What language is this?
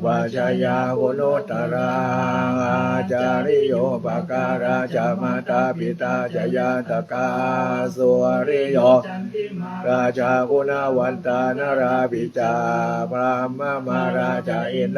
Pali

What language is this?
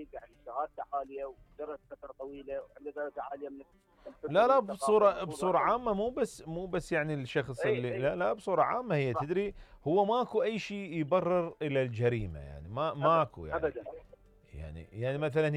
Mesopotamian Arabic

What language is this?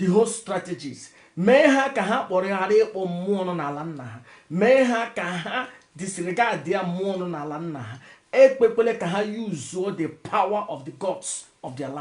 Igbo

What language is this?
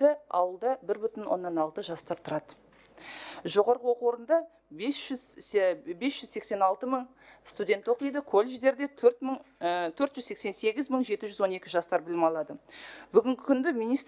Kazakh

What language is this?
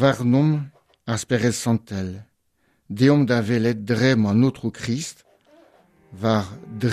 Breton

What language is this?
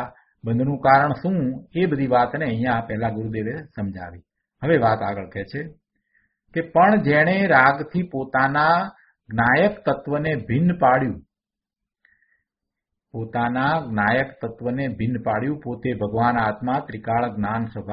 Gujarati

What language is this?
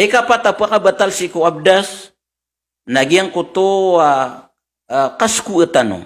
Maranao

